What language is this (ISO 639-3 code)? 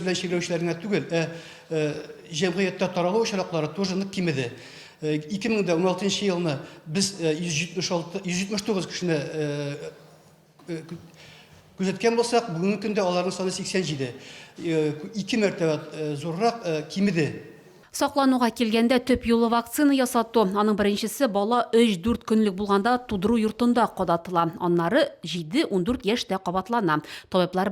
tat